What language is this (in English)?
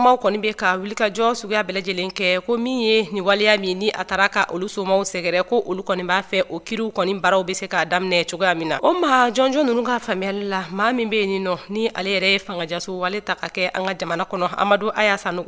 Bambara